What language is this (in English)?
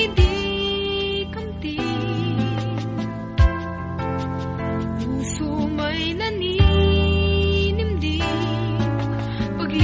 Filipino